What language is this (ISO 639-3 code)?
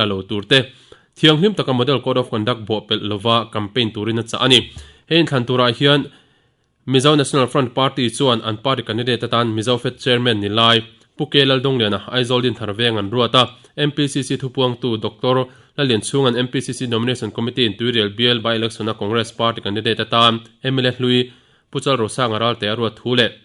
lus